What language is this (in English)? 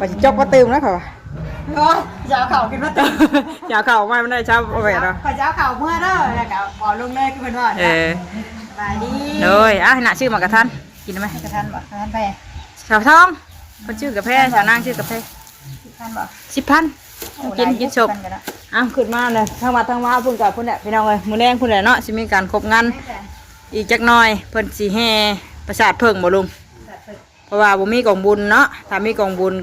Northeastern Thai